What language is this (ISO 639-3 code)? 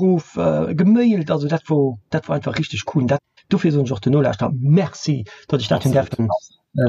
ltz